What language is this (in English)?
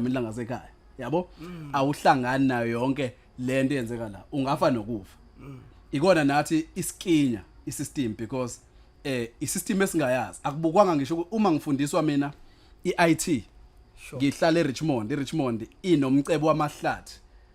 Zulu